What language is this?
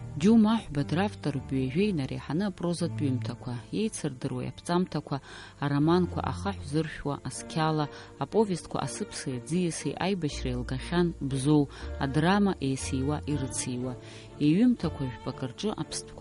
Abkhazian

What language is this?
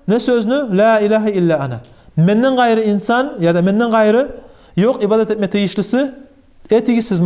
Kumyk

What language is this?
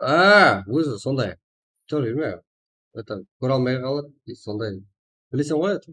Kara-Kalpak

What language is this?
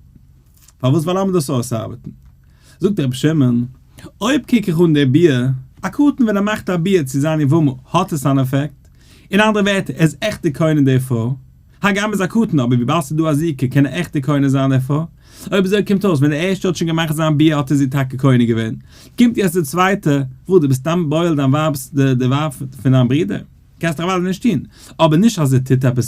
Yiddish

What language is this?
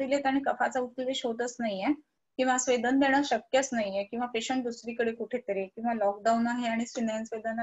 Marathi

